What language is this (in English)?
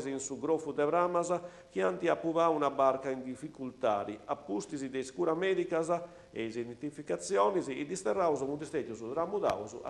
Sardinian